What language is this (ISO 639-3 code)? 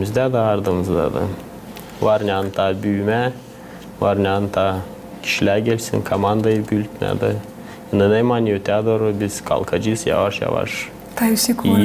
gag